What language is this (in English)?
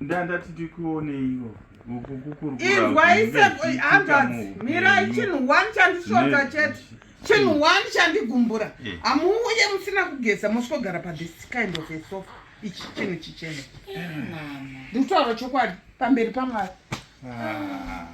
Shona